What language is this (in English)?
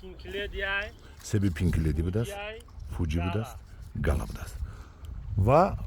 Tajik